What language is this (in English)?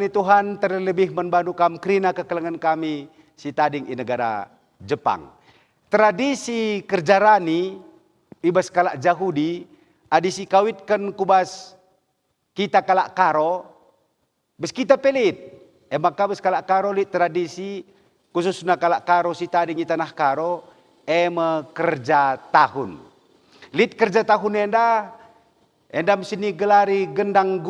Batak Karo